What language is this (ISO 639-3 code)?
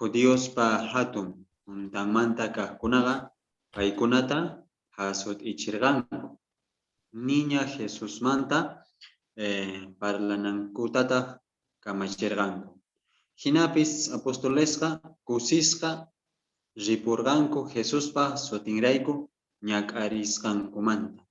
quh